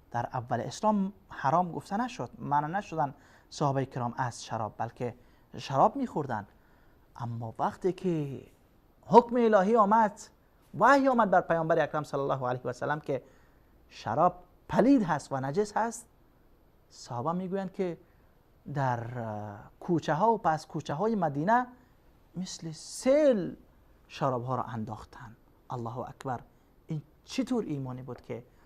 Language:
Persian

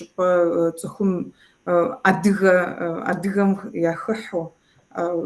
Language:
Kabardian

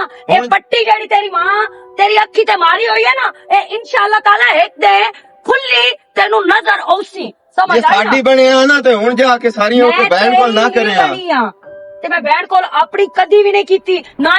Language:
Western Panjabi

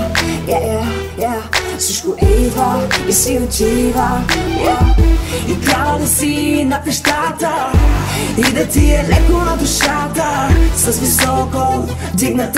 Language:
Bulgarian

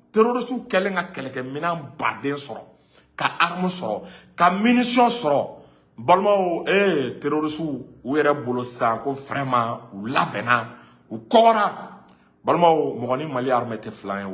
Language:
Bambara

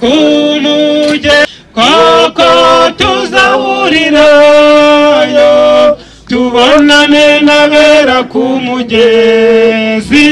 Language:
Kinyarwanda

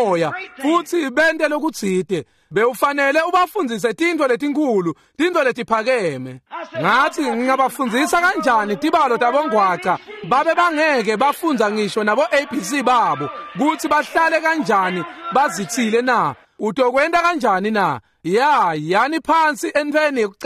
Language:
Swati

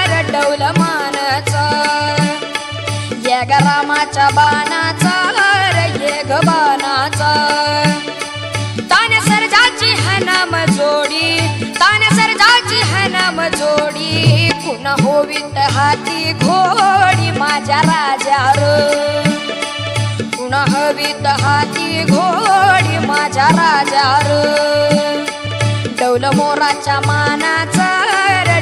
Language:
Marathi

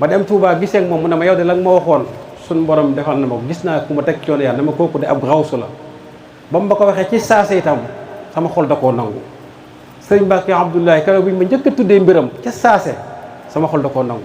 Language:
Wolof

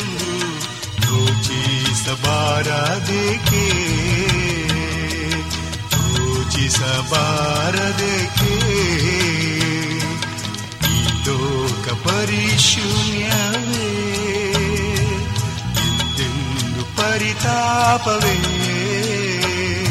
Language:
Kannada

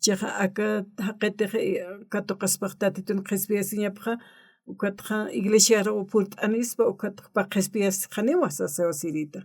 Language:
Aymara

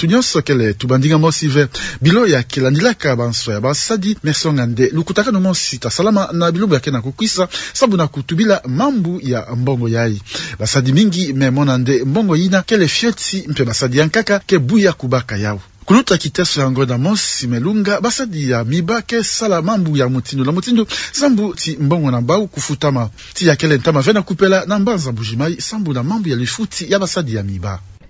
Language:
Kituba (Democratic Republic of Congo)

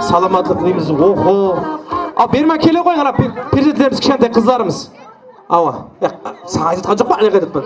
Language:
Kara-Kalpak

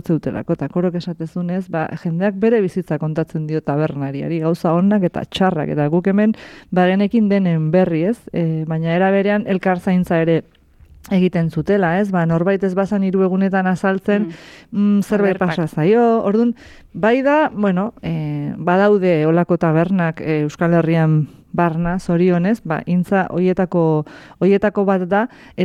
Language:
Basque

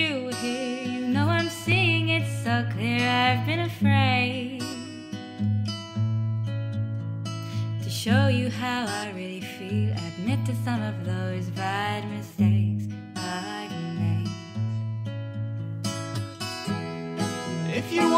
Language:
English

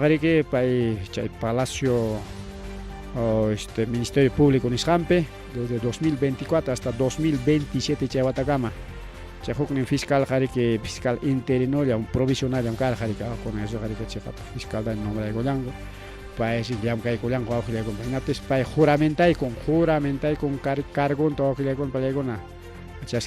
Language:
Ayacucho Quechua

